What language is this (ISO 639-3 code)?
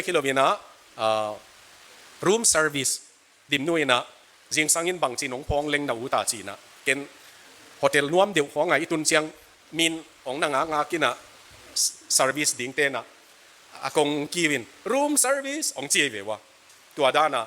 ctd